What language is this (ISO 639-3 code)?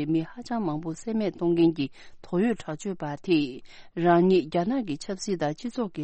bod